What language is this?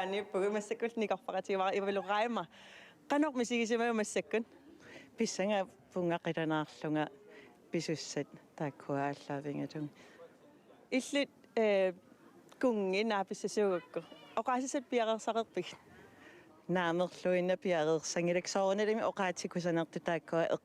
Kalaallisut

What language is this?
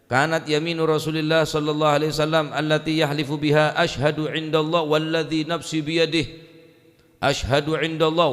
Madurese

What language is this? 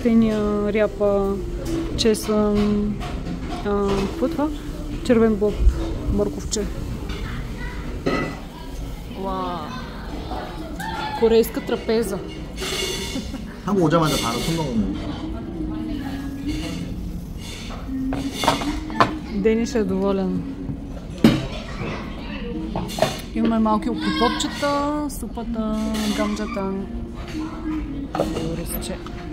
Bulgarian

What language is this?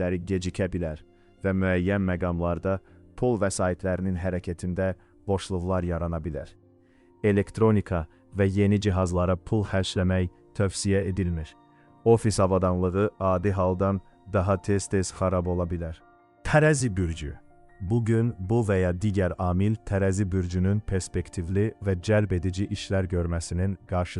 Azerbaijani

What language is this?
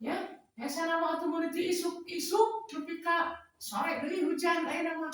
Sundanese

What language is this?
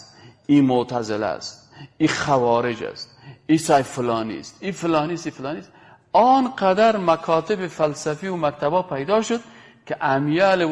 Persian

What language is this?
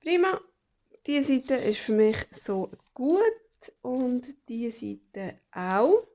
Swiss German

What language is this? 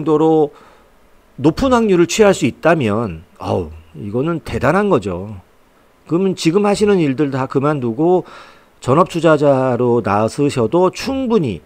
Korean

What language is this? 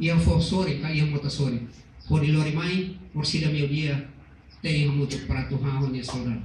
Tetum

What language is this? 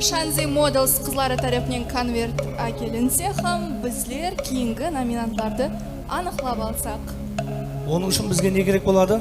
Kara-Kalpak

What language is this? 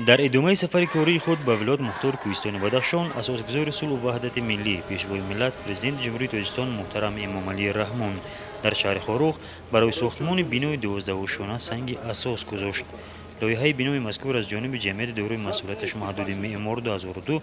Tajik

